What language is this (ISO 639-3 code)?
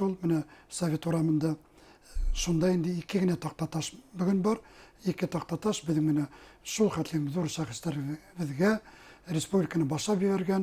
bak